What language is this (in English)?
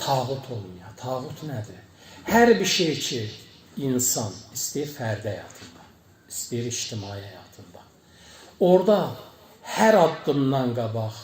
Azerbaijani